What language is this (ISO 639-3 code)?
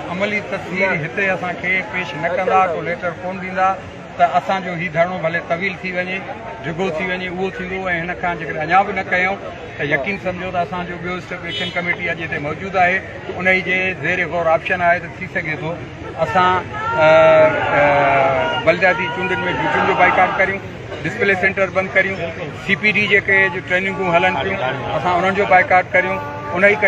snd